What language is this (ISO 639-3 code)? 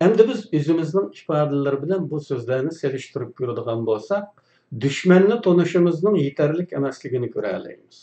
uig